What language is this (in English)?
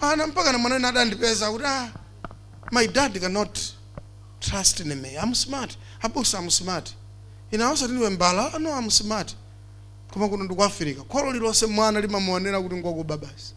Nyanja